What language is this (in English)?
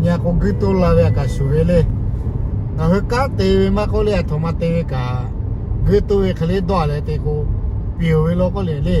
Lahu